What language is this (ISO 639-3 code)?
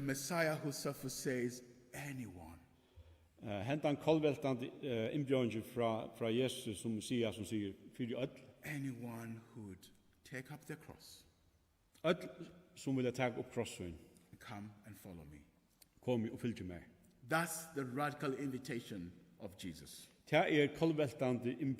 fao